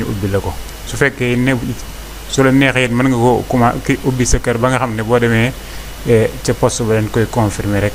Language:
Wolof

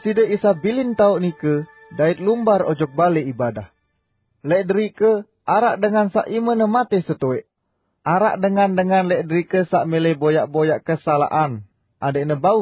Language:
Sasak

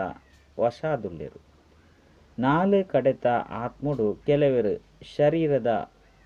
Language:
Tulu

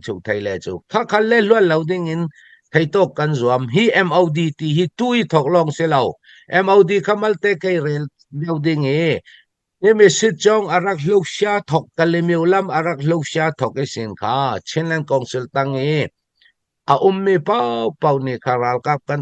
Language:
Falam Chin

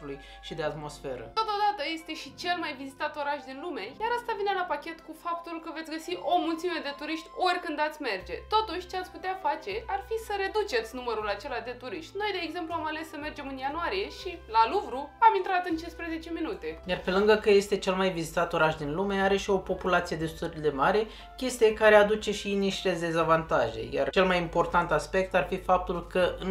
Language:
Romanian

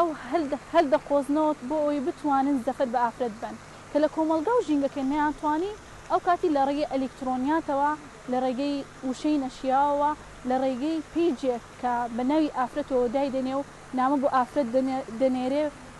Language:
Central Kurdish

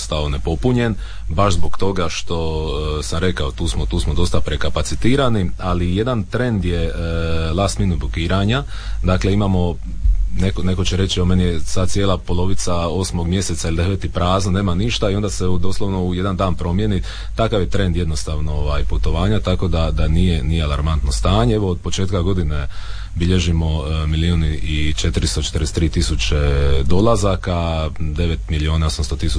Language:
Croatian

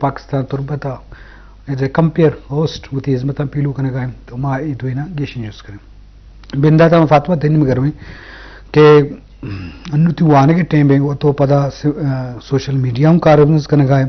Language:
Eastern Balochi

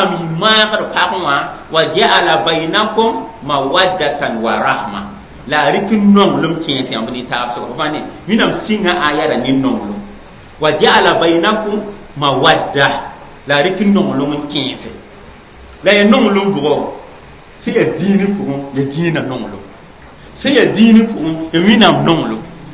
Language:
Mossi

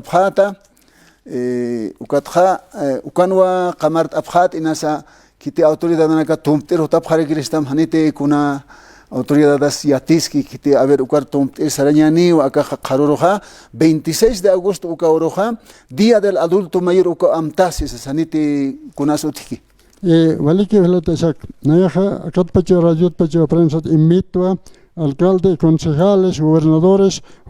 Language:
Aymara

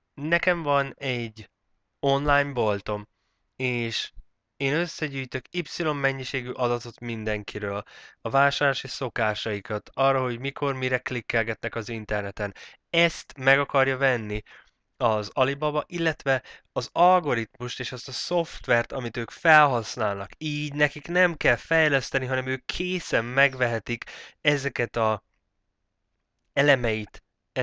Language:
Hungarian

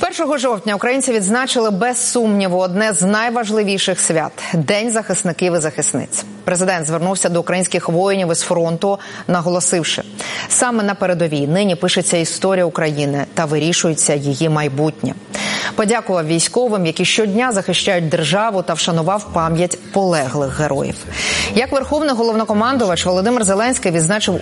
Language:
Ukrainian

